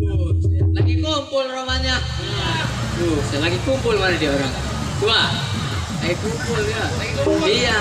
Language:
Betawi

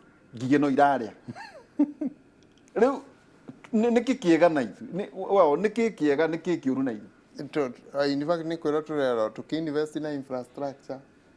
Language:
Kikuyu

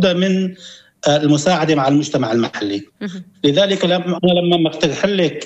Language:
North Levantine Arabic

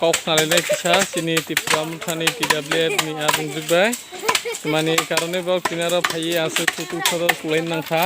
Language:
Kok Borok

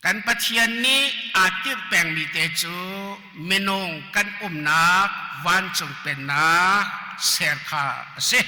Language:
Hakha Chin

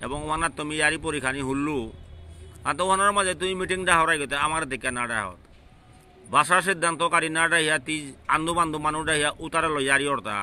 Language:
Bishnupriya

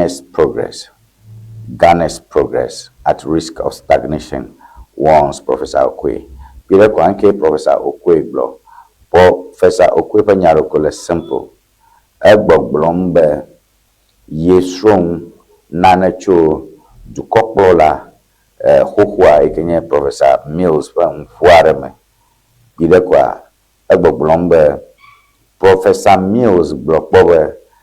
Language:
Ewe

